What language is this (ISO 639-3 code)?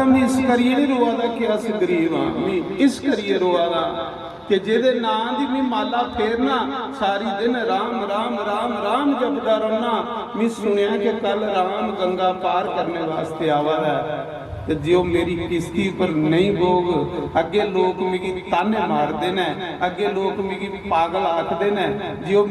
doi